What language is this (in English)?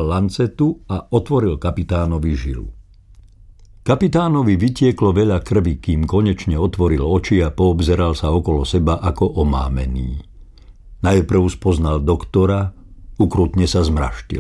Slovak